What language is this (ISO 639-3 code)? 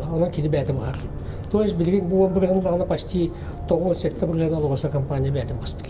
sah